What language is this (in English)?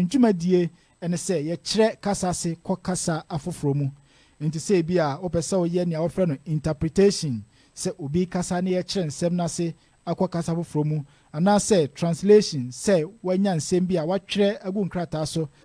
Akan